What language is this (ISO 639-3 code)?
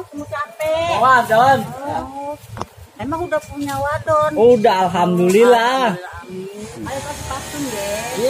bew